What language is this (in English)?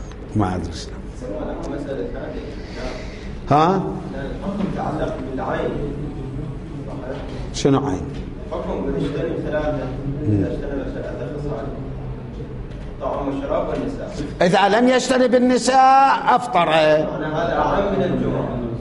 Arabic